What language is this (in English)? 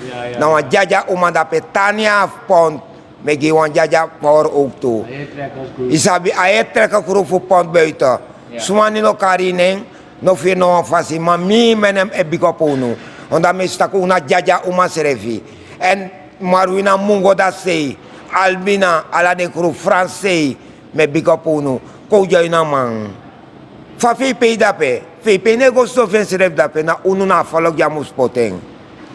Sranan Tongo